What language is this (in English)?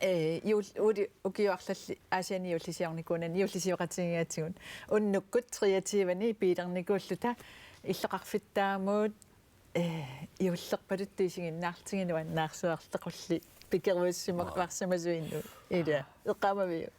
Kalaallisut